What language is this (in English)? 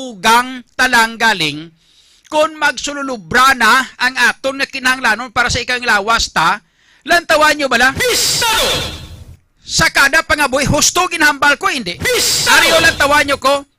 Hiligaynon